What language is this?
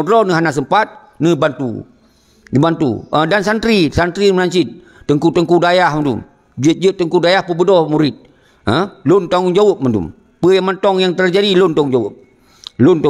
Achinese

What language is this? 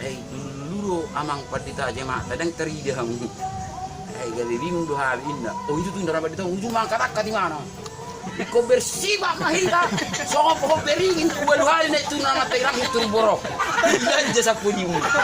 Batak Toba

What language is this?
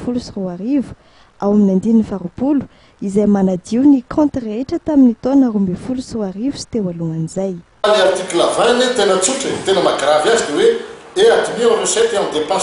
Malagasy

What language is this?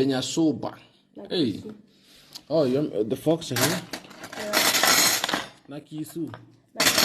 Luo (Kenya and Tanzania)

